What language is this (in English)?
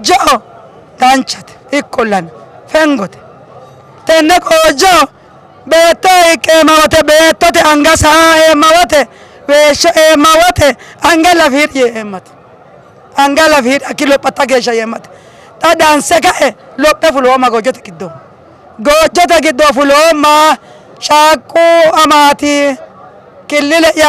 Sidamo